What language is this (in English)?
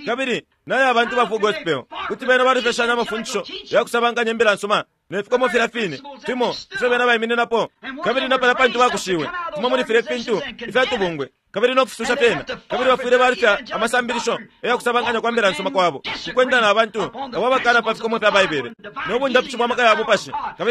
Bemba